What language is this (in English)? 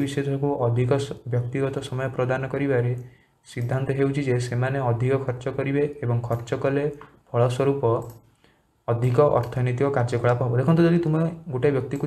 Odia